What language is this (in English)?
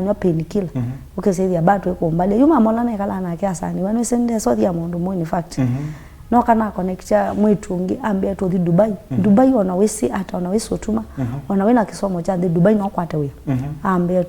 Kamba